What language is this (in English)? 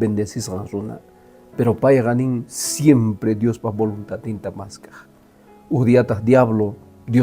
Quechua